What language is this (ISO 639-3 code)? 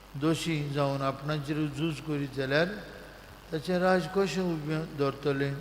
kok